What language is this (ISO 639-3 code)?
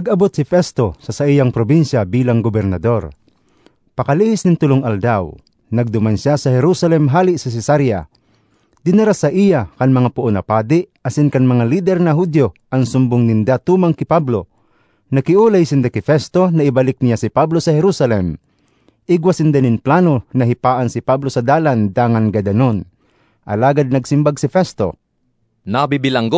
bik